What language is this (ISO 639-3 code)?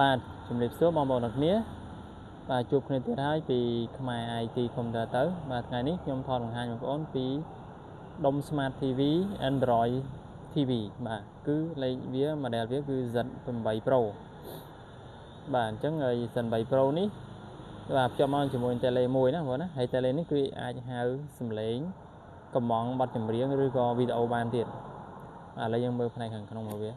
khm